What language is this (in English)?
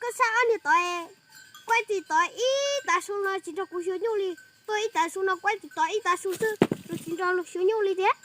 Hmong